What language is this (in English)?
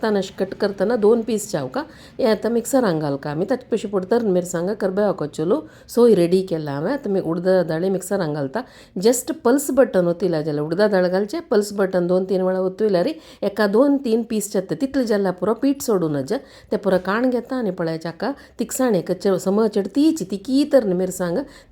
Konkani